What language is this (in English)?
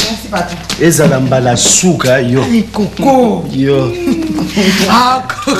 Lingala